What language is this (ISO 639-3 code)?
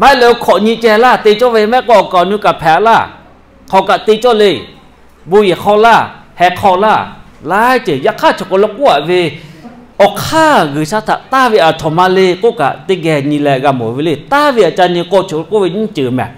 lhu